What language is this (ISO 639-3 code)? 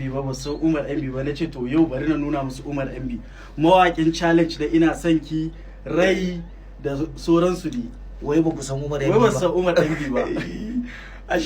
hau